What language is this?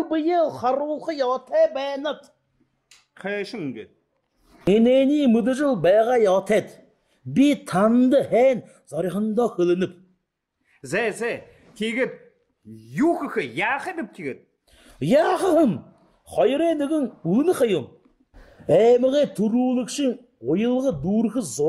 Buriat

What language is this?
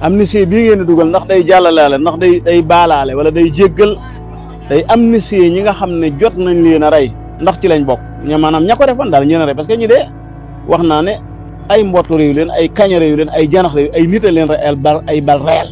Wolof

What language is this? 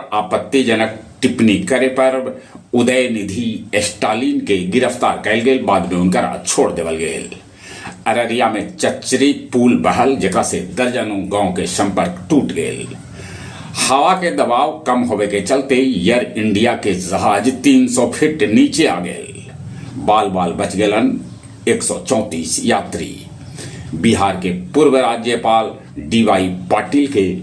Magahi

